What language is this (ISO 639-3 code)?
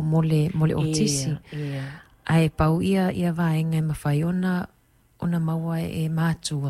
smo